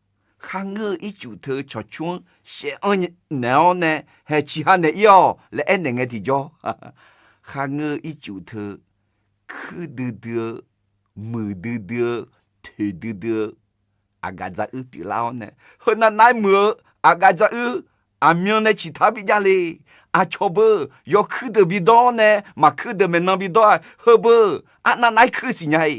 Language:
Akha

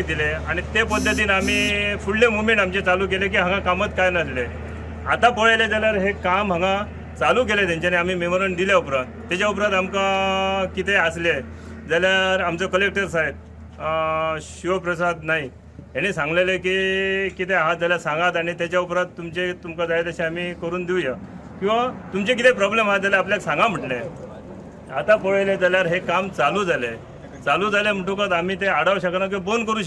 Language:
Konkani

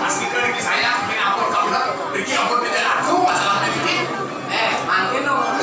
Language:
Balinese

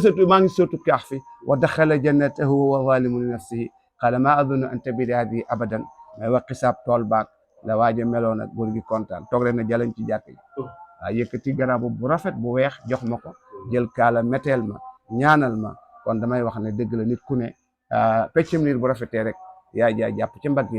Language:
Wolof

